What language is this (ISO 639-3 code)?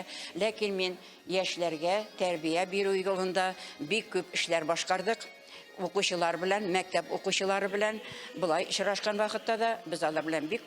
tat